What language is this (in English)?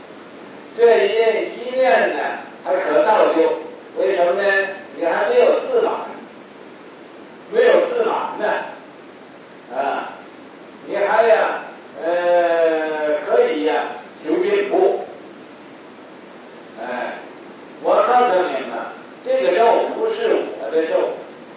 Chinese